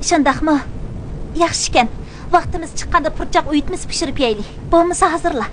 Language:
Uyghur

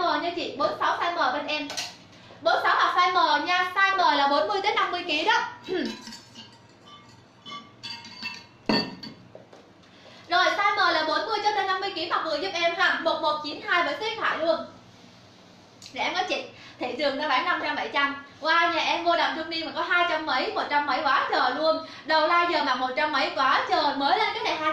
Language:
Vietnamese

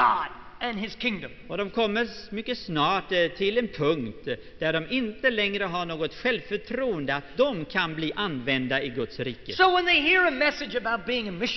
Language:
Swedish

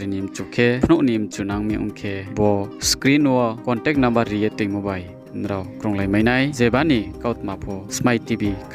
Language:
Riang (India)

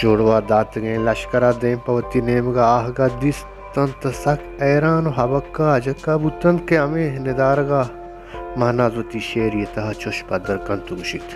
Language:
Baluchi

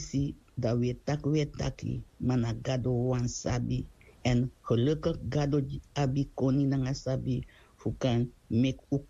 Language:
Sranan Tongo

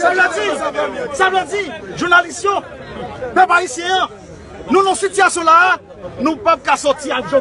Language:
Haitian Creole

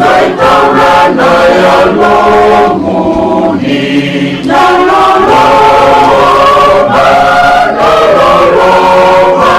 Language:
Fijian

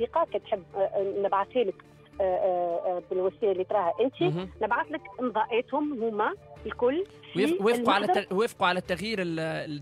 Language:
Tunisian Arabic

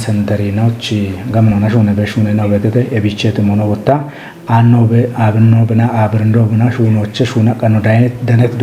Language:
Kafa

